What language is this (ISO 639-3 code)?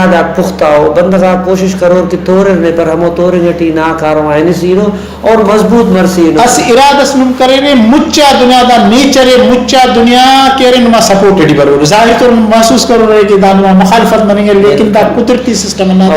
brh